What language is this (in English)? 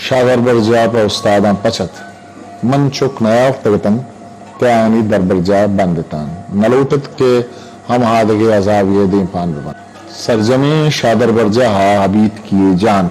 Eastern Balochi